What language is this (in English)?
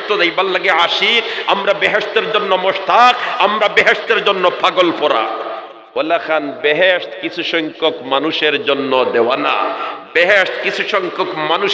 Sylheti